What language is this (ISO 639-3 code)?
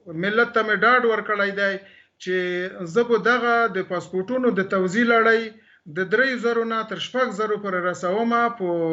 pus